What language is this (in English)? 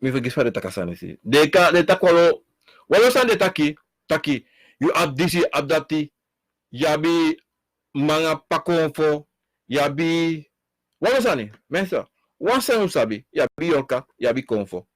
Sranan Tongo